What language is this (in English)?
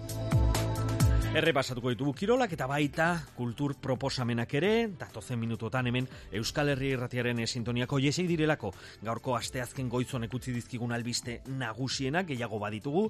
Basque